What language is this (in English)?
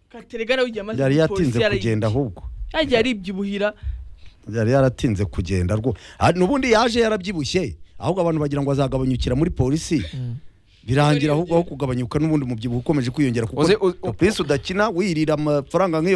Kinyarwanda